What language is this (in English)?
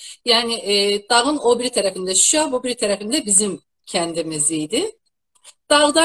South Azerbaijani